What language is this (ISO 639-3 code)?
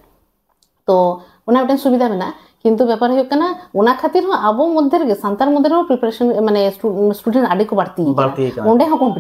sat